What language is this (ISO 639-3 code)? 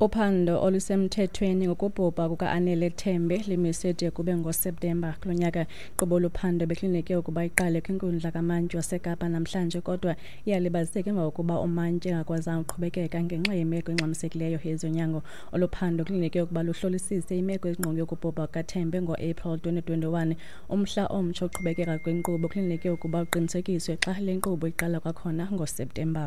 xho